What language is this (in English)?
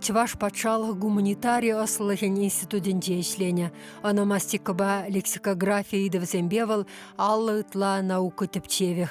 Chuvash